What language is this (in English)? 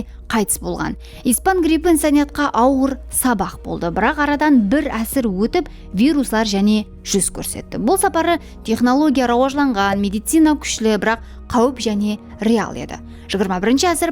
Kara-Kalpak